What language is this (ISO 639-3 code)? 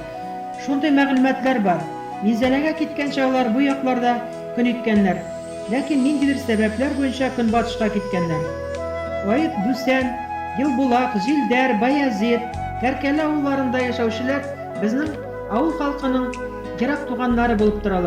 bak